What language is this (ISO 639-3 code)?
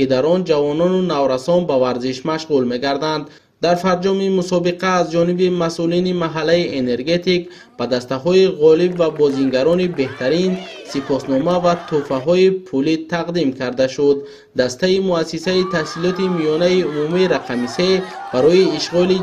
tgk